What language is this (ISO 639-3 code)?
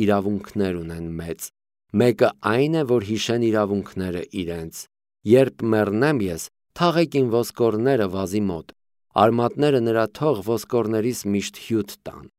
hye